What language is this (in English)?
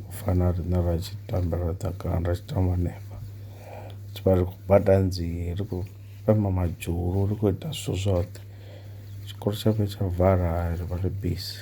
Venda